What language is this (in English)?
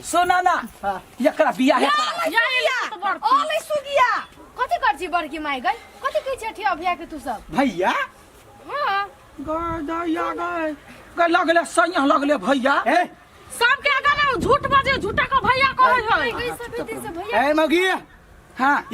Maithili